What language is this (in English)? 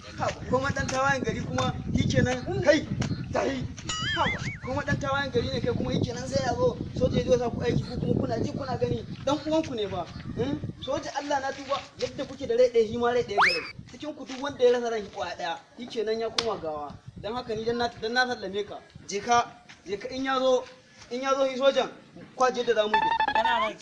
Hausa